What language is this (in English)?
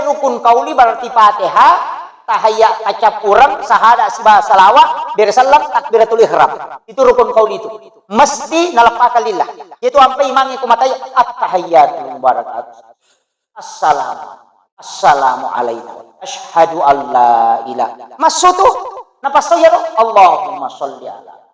Buginese